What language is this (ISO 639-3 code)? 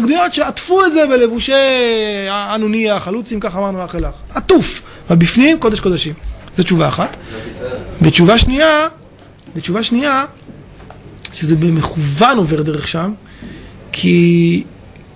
heb